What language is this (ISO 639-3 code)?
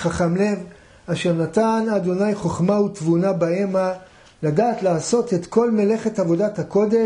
heb